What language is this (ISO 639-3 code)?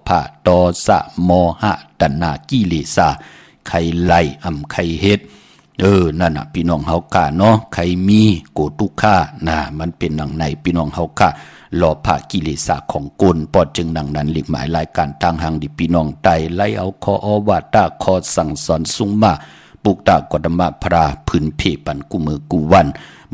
shn